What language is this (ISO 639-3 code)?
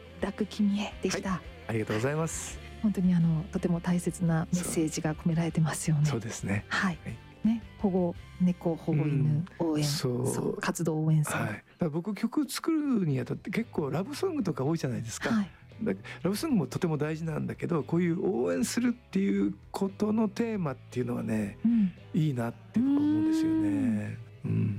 jpn